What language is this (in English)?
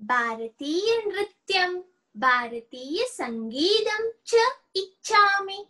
Sanskrit